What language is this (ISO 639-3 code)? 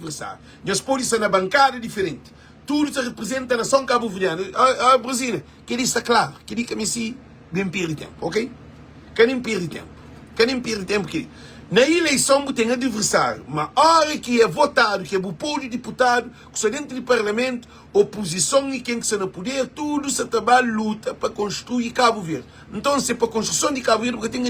kea